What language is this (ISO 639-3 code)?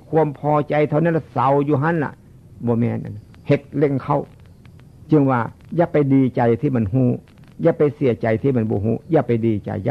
tts